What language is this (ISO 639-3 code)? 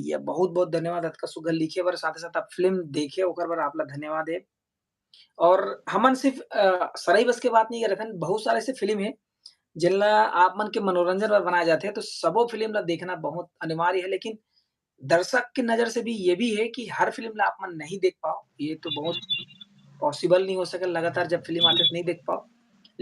hne